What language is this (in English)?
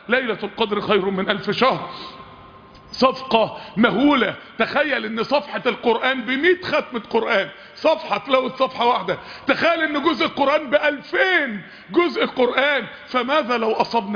Arabic